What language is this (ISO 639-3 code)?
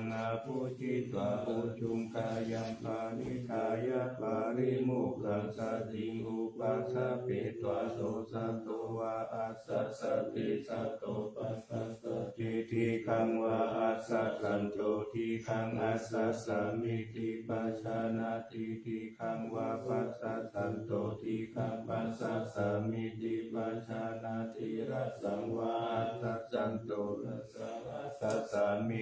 pli